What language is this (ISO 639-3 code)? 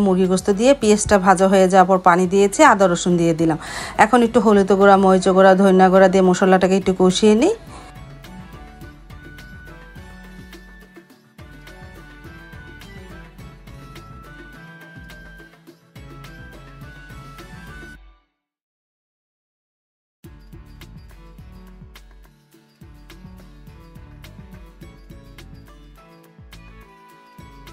ben